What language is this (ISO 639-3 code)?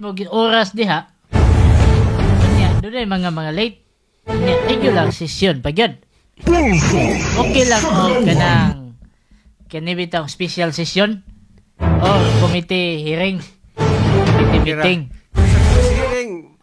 ceb